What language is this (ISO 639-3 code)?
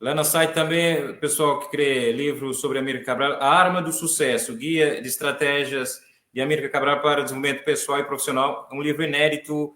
kea